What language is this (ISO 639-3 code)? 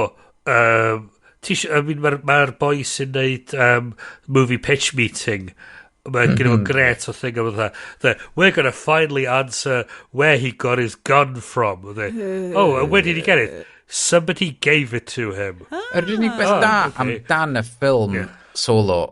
cym